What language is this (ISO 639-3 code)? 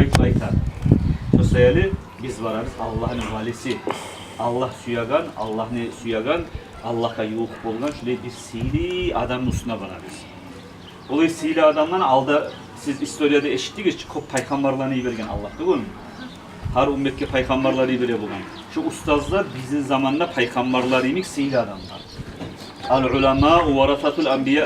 kum